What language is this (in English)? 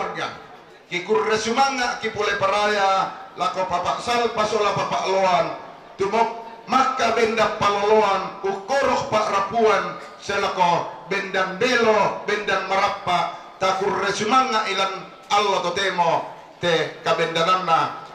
Toraja-Sa'dan